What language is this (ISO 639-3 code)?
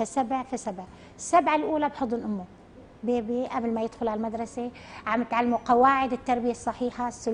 apc